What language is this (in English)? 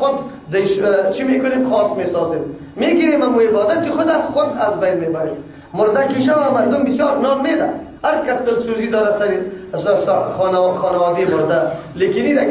Persian